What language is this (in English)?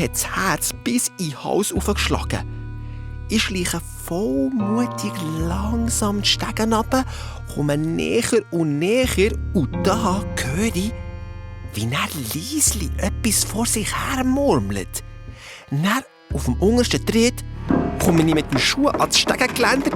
Swiss German